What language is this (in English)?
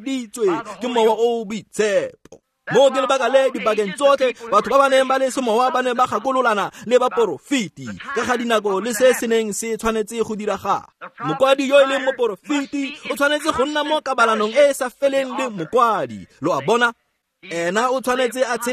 Tswana